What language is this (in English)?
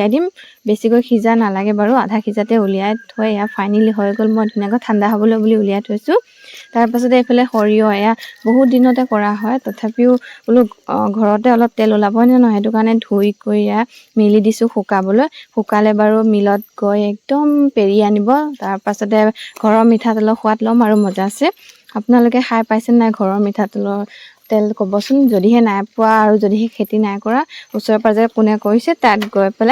Assamese